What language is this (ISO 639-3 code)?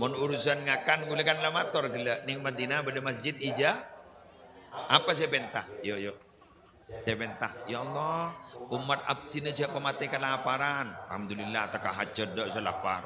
mad